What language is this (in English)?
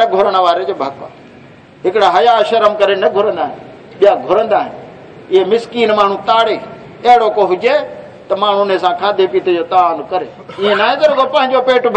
Saraiki